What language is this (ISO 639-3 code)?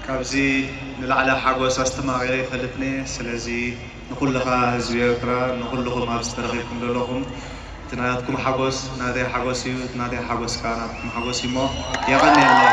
tir